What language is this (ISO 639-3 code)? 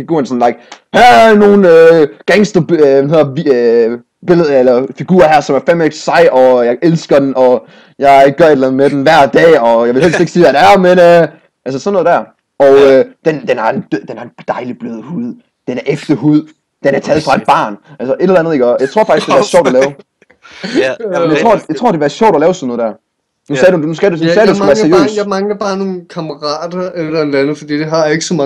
dan